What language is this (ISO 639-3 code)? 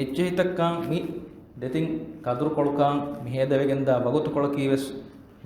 div